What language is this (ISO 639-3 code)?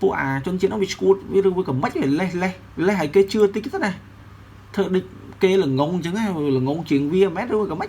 khm